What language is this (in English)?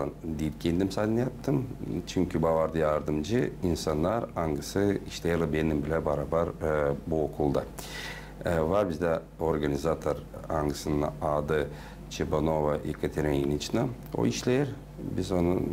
Gagauz